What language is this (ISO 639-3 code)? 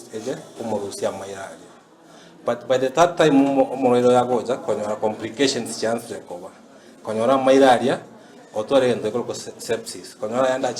guz